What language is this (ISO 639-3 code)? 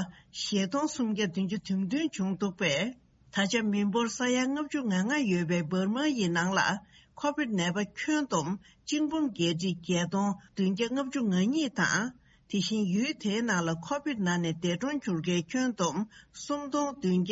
bod